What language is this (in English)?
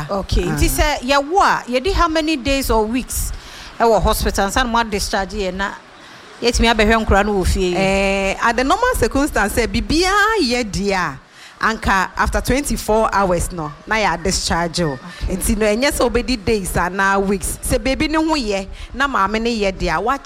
Akan